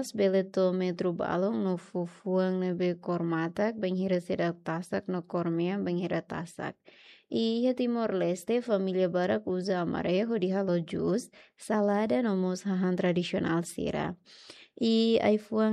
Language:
Tetum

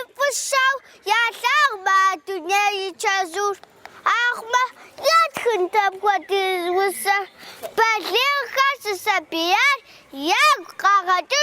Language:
Kabardian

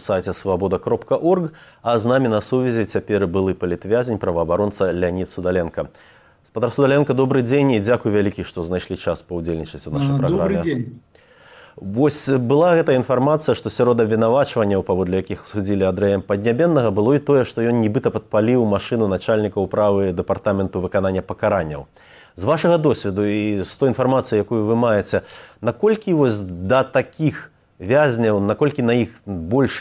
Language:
Belarusian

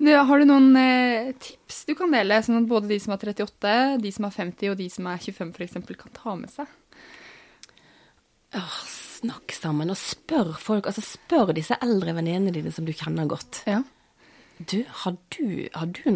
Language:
Norwegian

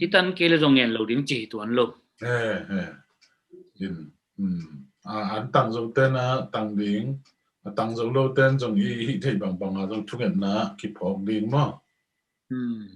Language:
Tedim Chin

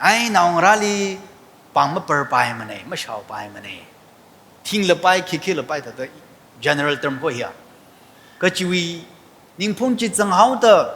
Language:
Tangkhul Naga (India)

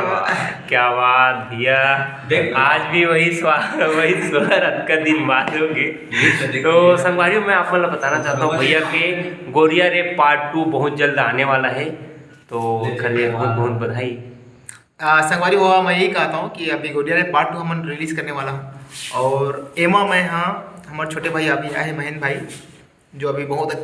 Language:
Chhattisgarhi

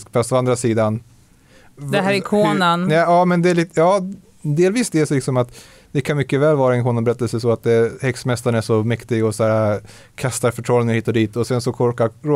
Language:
Swedish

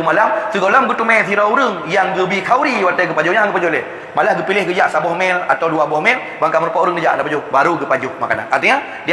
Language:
Achinese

